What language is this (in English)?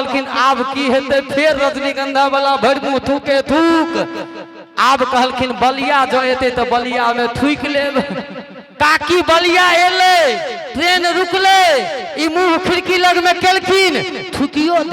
Maithili